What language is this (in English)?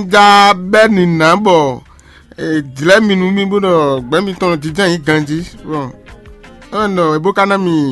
Fon